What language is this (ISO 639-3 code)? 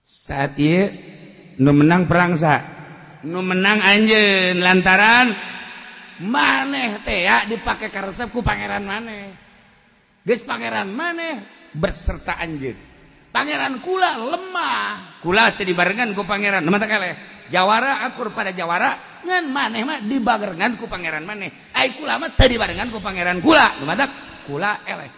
sun